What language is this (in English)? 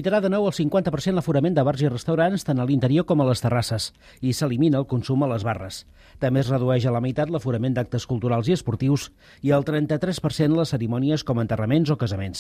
Catalan